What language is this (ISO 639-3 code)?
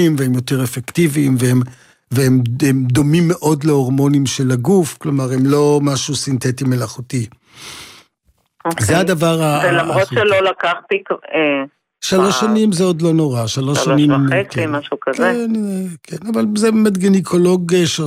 heb